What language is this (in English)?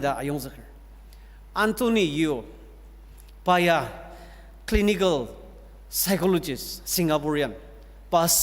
Ao Naga